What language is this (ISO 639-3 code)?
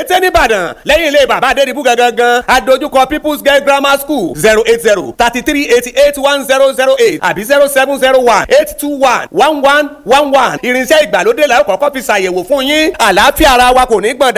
yor